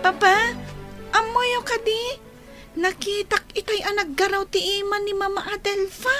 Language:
Iloko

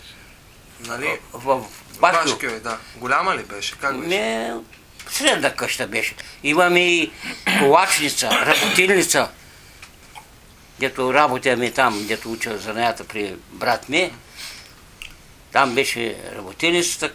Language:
Bulgarian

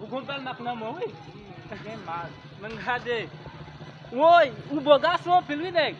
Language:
Haitian Creole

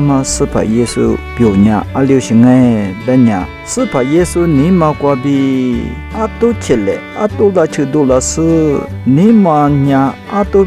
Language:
Lisu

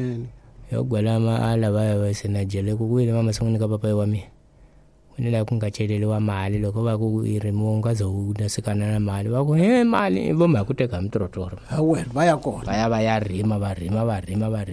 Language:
Tsonga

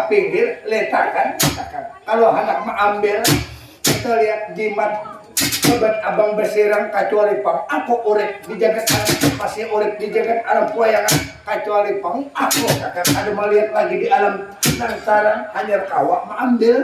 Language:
Banjar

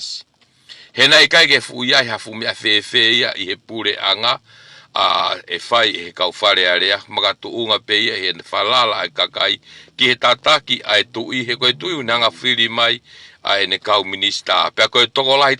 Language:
Tongan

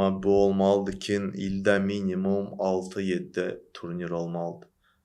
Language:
Azerbaijani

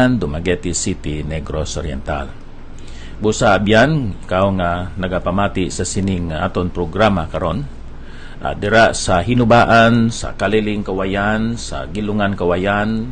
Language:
Hiligaynon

